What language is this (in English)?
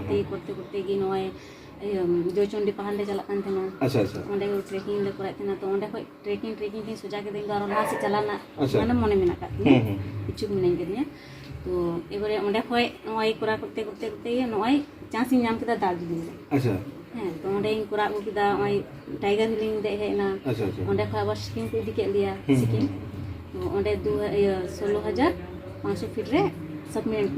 Santali